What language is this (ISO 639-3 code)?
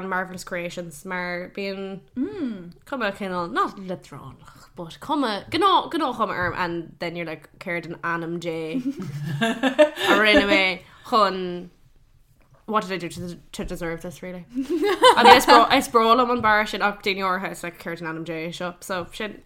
gle